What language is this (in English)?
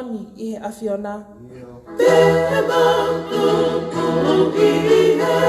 Tongan